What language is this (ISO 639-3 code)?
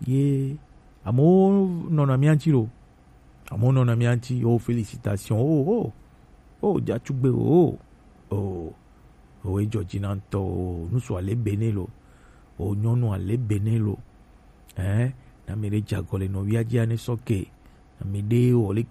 gej